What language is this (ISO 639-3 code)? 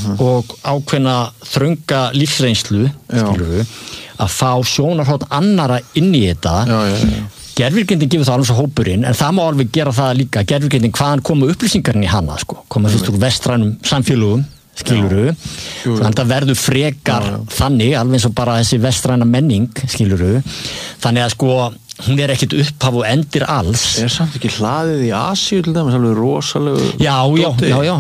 isl